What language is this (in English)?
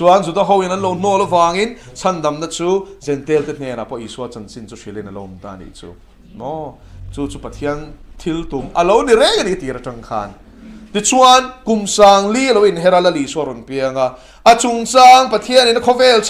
Mizo